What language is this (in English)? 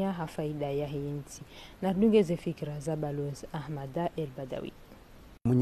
Ngazidja Comorian